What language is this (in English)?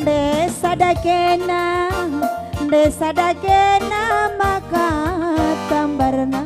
Batak Karo